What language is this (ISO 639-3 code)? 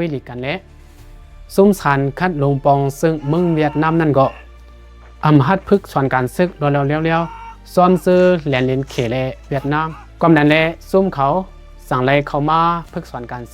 shn